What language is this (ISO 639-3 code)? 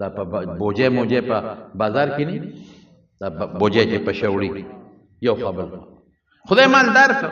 pus